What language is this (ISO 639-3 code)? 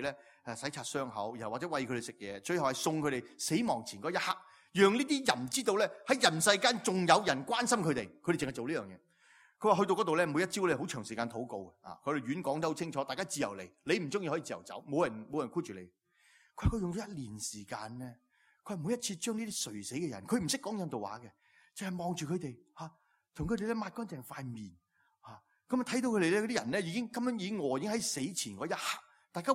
yue